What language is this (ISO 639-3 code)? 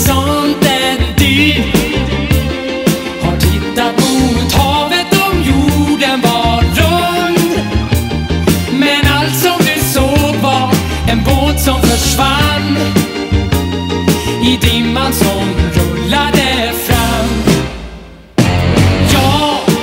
swe